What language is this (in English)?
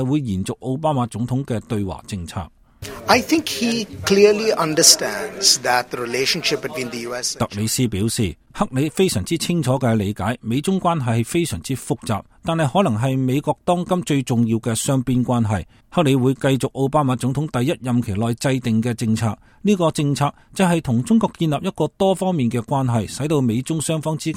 Cantonese